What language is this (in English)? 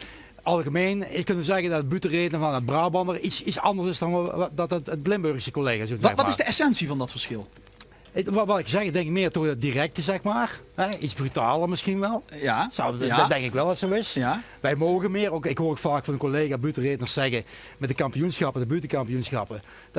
Limburgish